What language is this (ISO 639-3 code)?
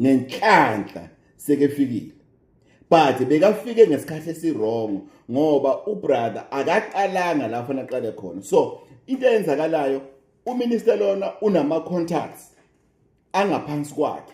zul